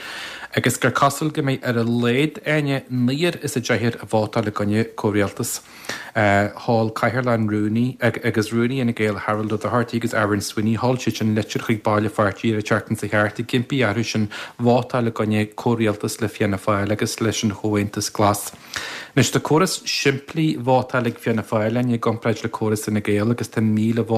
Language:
Irish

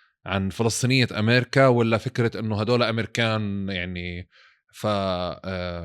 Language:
North Levantine Arabic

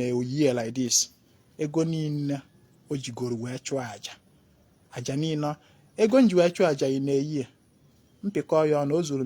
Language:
Igbo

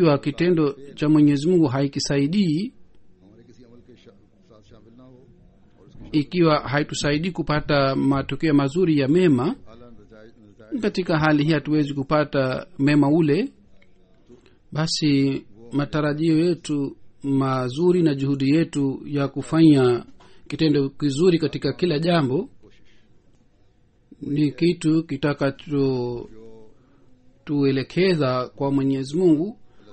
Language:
Swahili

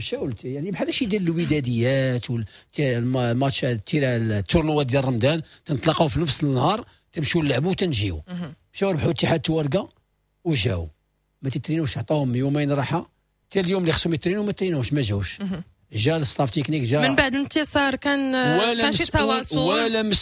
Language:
Moroccan Arabic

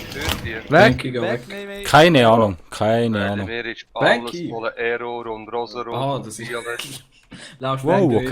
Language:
Swiss German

